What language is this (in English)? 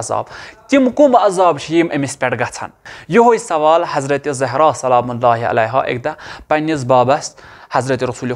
Kashmiri